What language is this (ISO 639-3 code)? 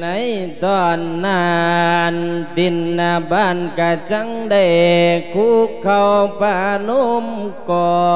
lao